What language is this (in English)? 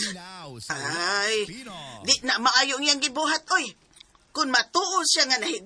Cebuano